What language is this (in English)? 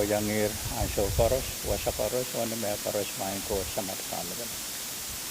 Pohnpeian